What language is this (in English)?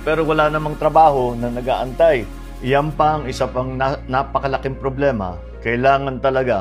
Filipino